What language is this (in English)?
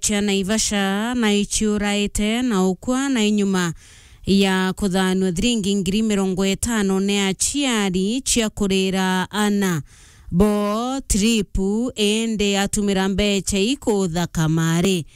Meru